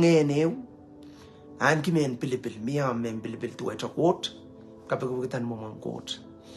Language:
Pohnpeian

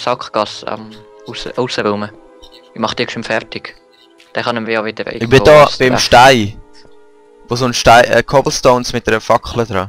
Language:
Swiss German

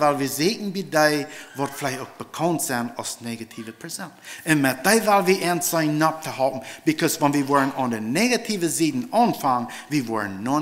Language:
Plautdietsch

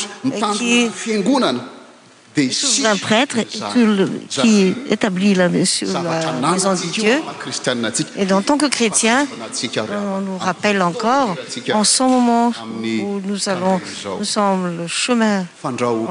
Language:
French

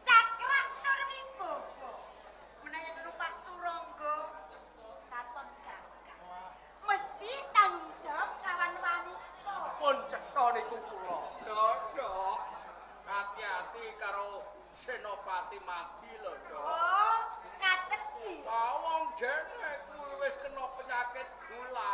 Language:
Javanese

